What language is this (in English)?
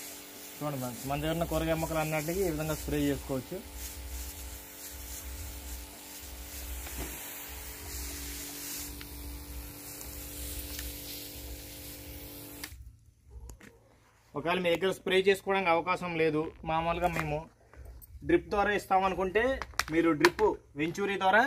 Telugu